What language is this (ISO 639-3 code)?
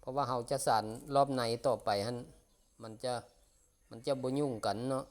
lao